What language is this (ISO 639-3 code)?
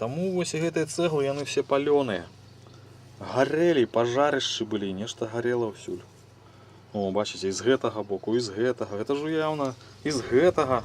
bel